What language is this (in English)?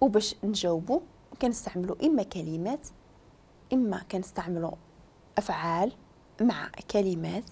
Moroccan Arabic